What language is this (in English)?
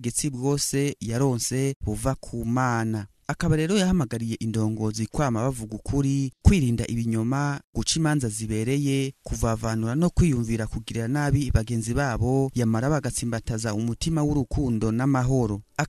Rundi